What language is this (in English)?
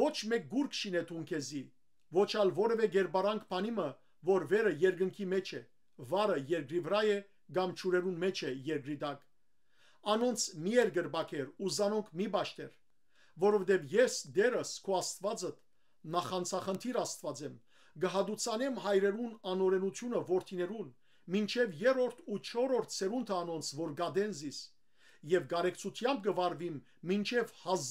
Western Armenian